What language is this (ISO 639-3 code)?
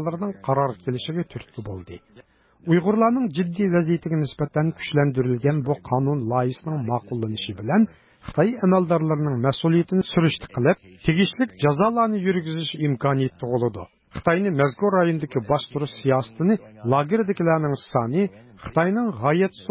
uig